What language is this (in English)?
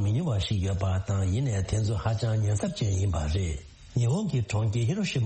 Tibetan